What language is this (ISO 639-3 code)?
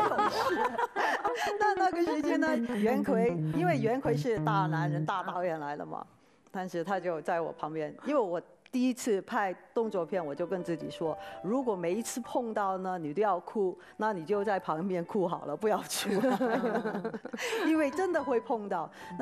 zho